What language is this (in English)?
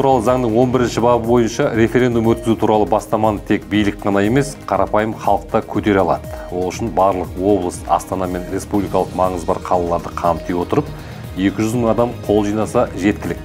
Kazakh